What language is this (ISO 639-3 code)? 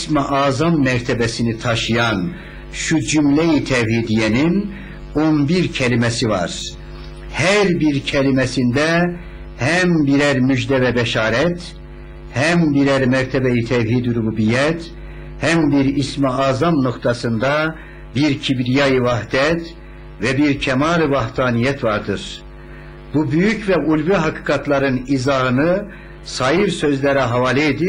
tur